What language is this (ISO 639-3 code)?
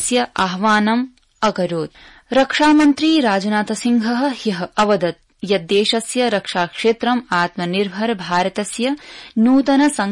san